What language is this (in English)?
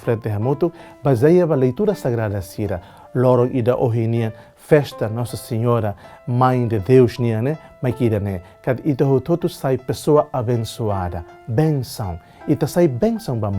Tetum